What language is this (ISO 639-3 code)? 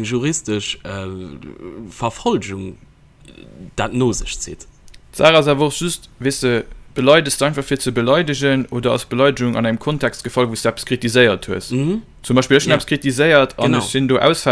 ltz